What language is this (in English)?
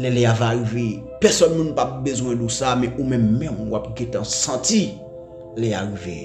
Haitian Creole